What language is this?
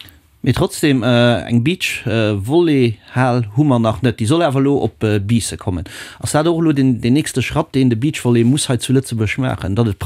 Luxembourgish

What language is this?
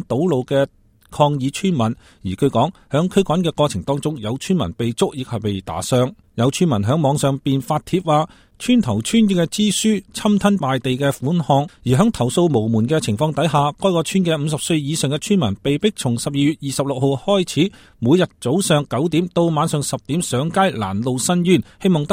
Cantonese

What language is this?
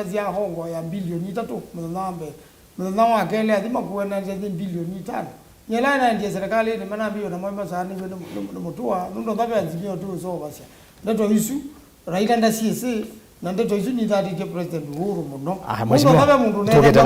Kamba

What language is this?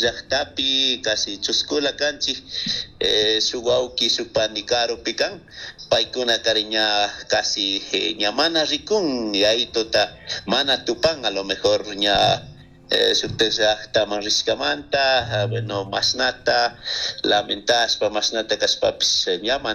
Chimborazo Highland Quichua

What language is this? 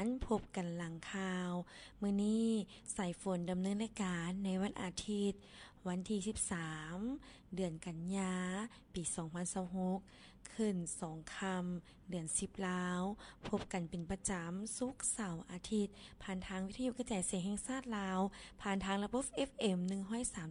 Lao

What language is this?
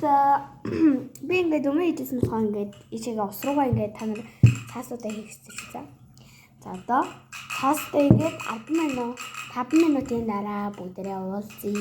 Mongolian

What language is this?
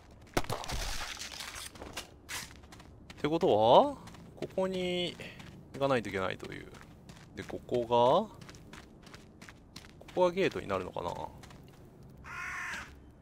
Japanese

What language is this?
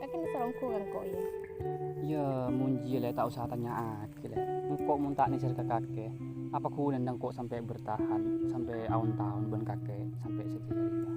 Madurese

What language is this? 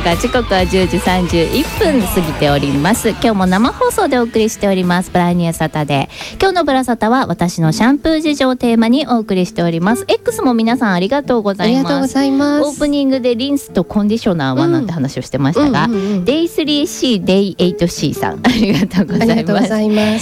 Japanese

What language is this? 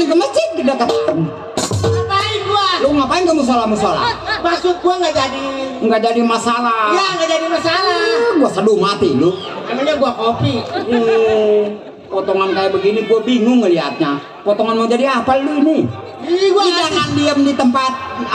Betawi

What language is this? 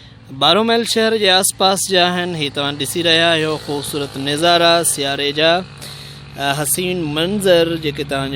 Sindhi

